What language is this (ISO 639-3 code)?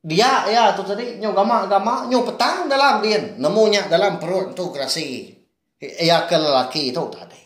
iba